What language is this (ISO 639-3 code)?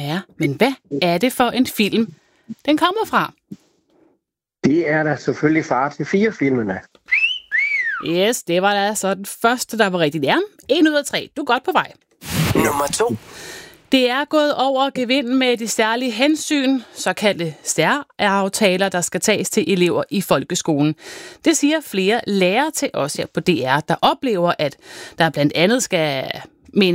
dan